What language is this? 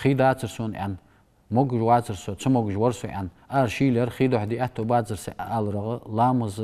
Ingush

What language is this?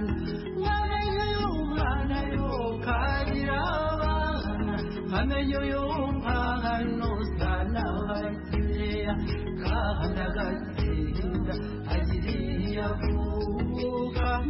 Kinyarwanda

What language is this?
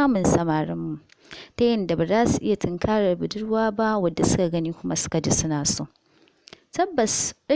Hausa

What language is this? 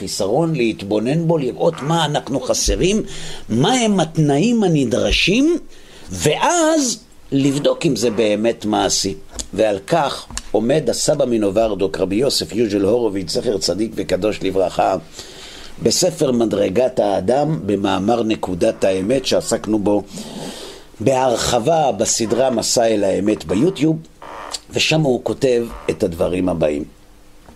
Hebrew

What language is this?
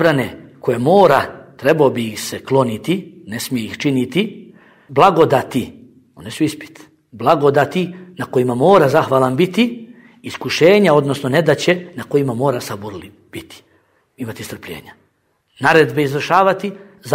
Bosnian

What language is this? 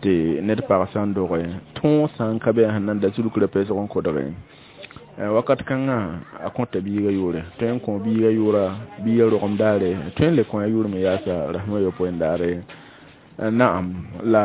Mossi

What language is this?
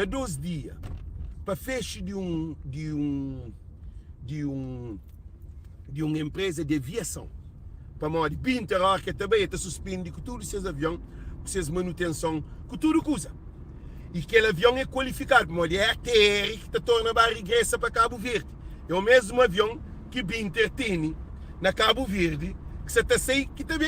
Kabuverdianu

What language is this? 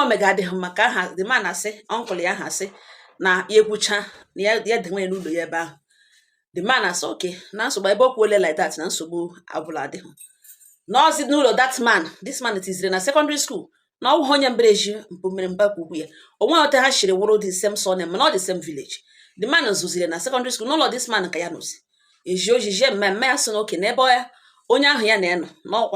Igbo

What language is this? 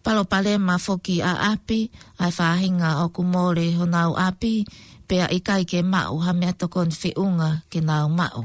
Tongan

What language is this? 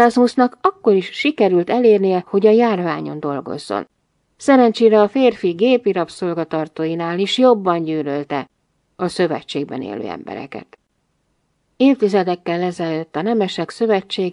Hungarian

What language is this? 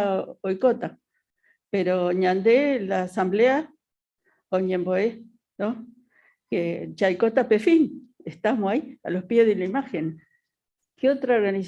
Guarani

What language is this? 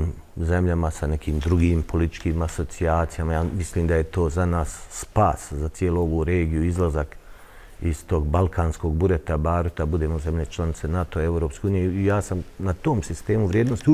Bosnian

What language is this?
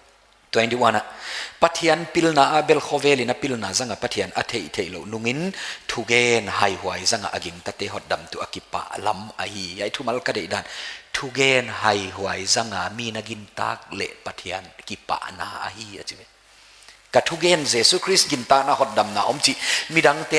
Paite Chin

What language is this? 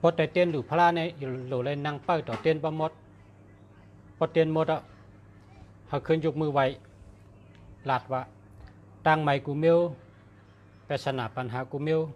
Shan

